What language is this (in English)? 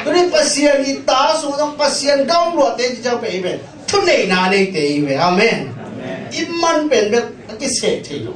Tedim Chin